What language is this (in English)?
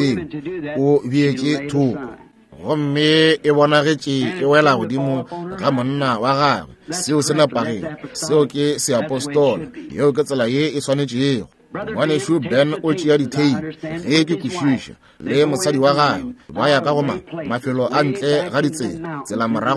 Northern Sotho